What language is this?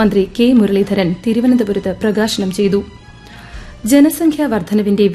Malayalam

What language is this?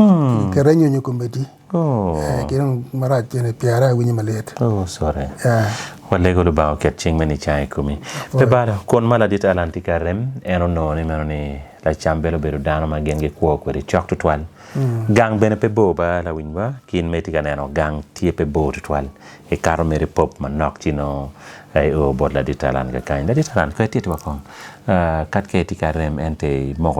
Acoli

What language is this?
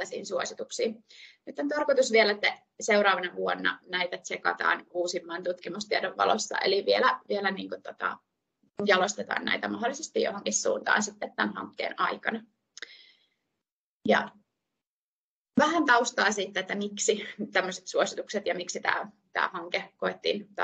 Finnish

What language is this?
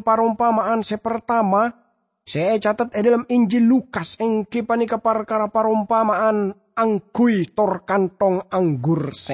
Madurese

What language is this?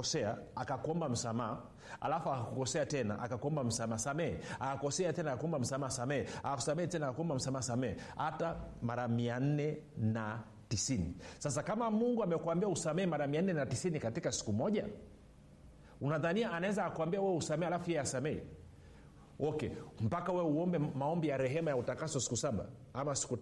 Swahili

